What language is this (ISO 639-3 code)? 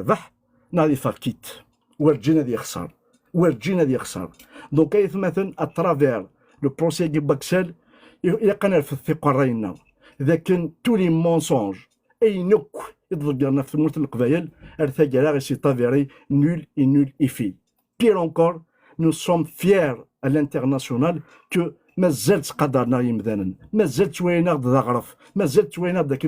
kab